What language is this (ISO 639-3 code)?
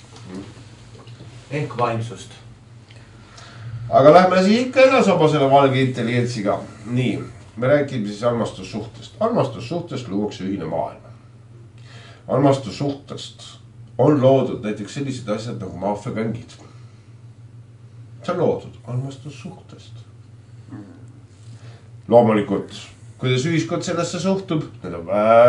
est